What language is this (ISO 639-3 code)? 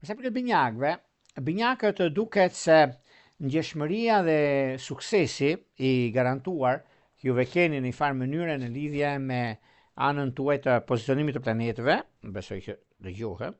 sqi